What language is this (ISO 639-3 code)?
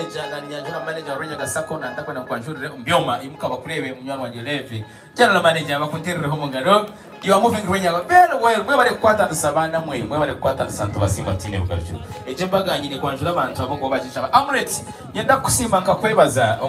nyn